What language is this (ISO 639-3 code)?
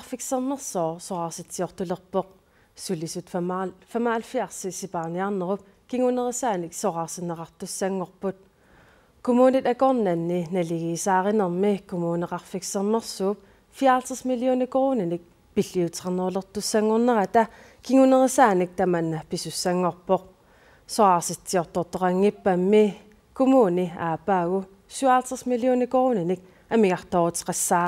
kal